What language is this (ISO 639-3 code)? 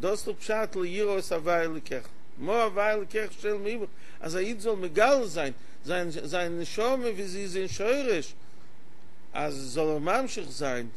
yid